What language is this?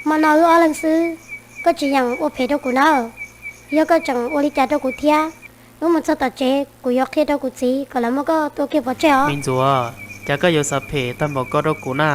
Hmong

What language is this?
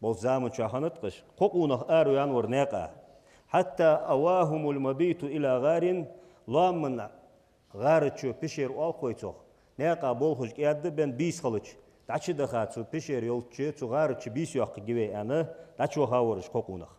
Ingush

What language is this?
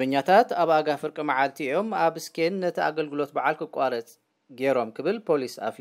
Tigrinya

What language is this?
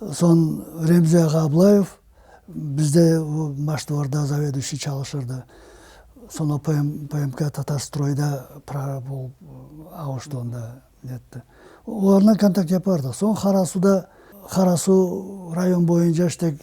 Crimean Tatar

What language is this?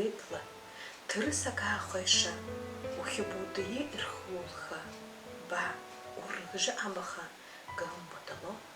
Buriat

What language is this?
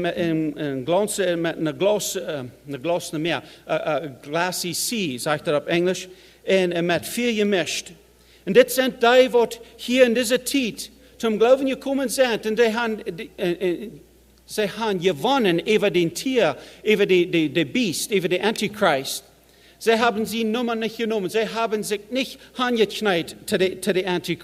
Plautdietsch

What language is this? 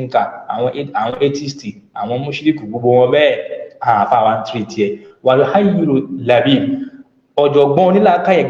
Yoruba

